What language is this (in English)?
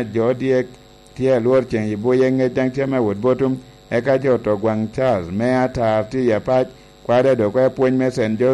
Lango (Uganda)